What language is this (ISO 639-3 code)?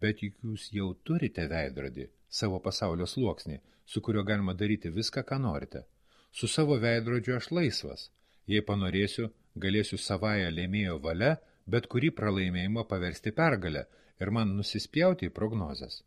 lit